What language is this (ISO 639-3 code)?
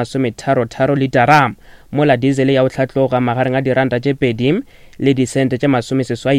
nso